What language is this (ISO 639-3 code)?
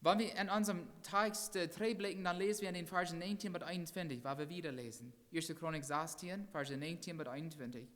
pdt